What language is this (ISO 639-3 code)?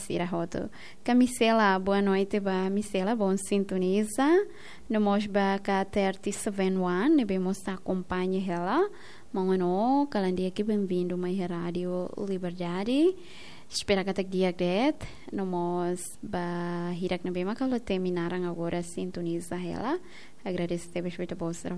tet